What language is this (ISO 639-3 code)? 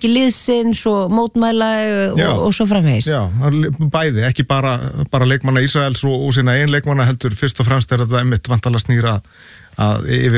isl